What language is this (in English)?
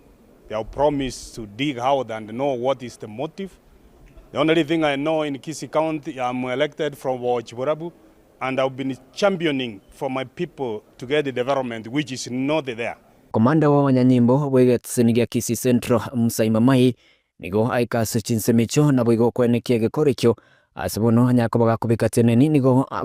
Gusii